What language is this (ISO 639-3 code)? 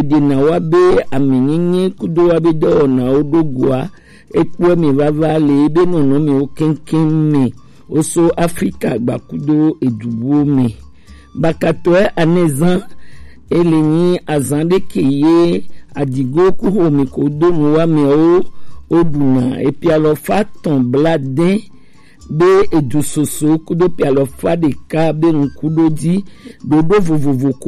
gej